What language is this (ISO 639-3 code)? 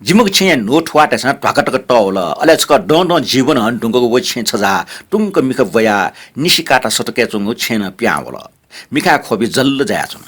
new